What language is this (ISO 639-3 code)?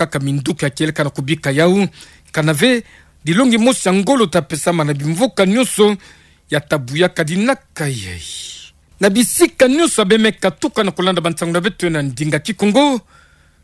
ktu